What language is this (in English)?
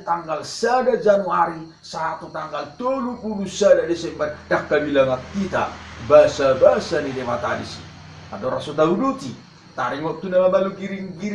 Batak Toba